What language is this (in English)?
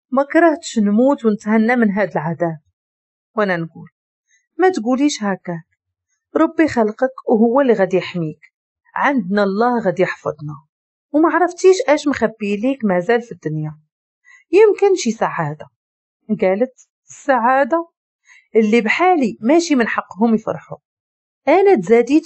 Moroccan Arabic